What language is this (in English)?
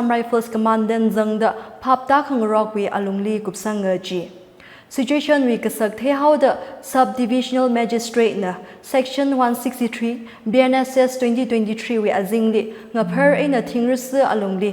Tangkhul Naga (India)